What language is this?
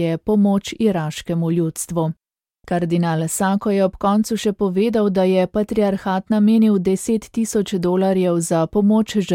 Slovenian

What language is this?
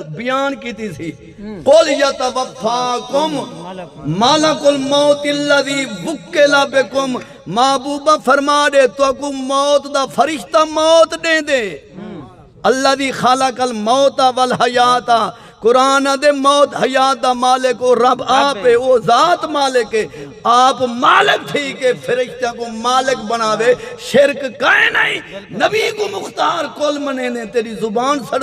Saraiki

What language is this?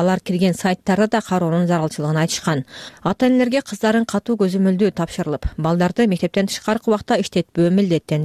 Kyrgyz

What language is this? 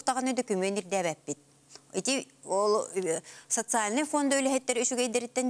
Yakut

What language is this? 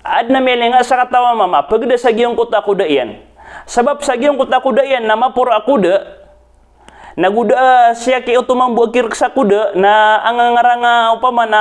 Maranao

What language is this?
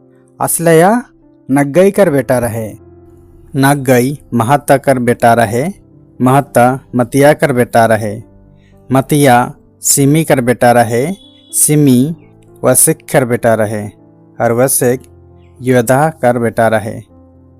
Sadri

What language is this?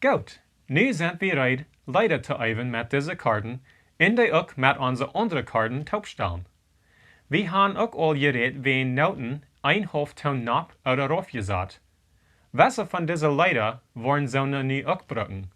Plautdietsch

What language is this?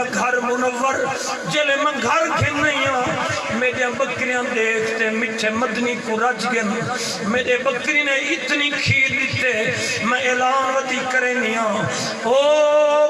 Saraiki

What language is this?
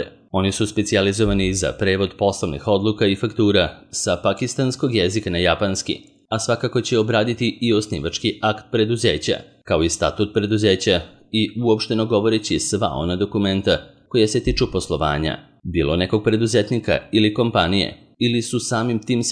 Serbian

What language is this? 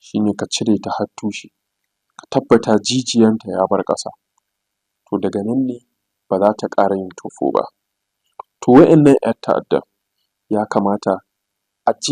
Hausa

